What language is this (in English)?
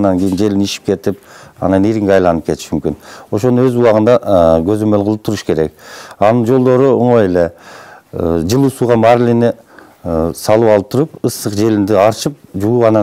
Kyrgyz